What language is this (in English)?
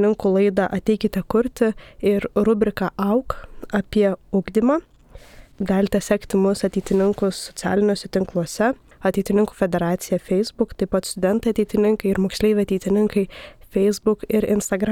Lithuanian